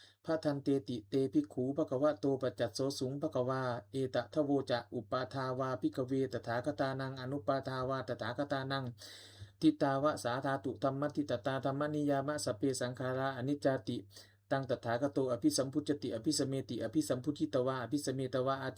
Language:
Pali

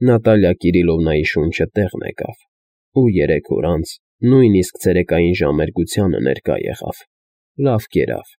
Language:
Armenian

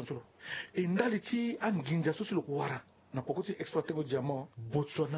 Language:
Sango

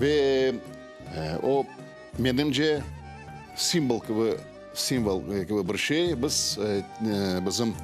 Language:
Crimean Tatar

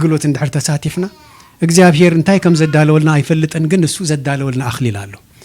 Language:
Tigrinya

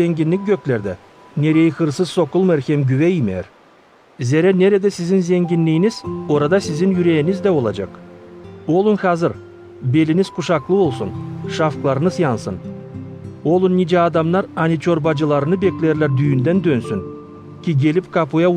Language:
Gagauz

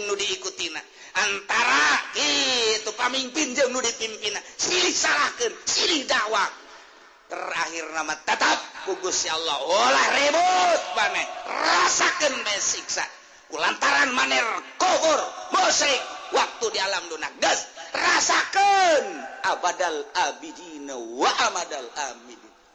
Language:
Sundanese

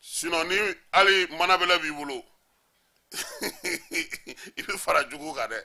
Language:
Bambara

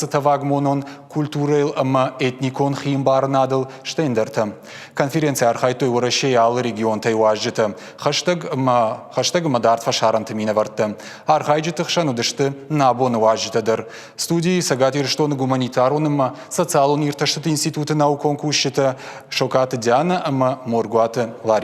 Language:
Ossetic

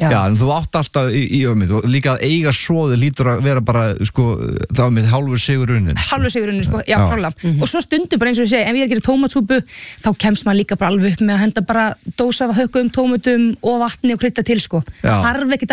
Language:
Icelandic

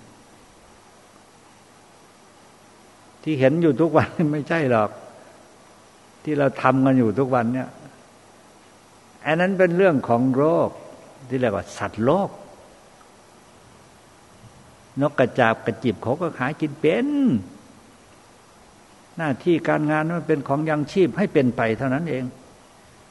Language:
Thai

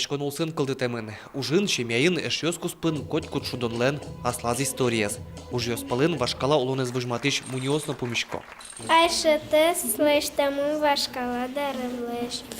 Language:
Udmurt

